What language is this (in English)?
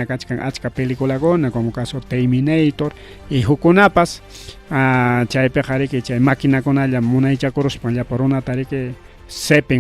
Ayacucho Quechua